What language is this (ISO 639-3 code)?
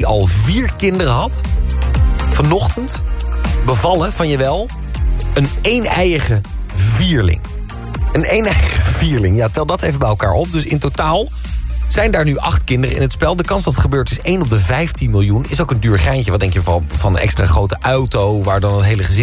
nld